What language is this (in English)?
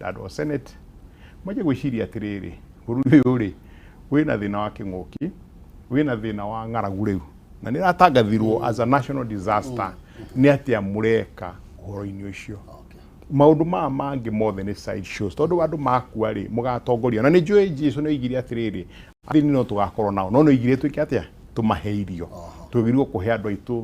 Kikuyu